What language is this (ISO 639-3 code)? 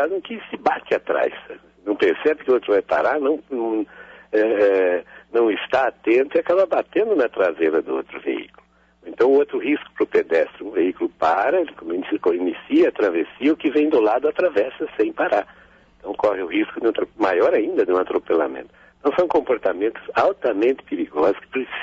por